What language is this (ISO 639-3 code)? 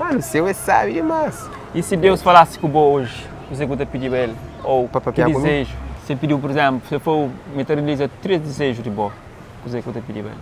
kea